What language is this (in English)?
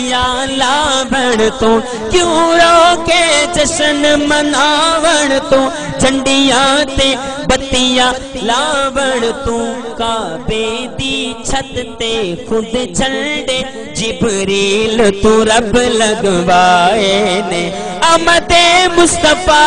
Saraiki